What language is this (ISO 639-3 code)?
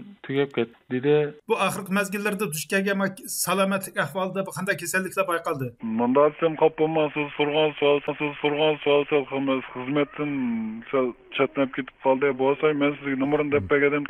uig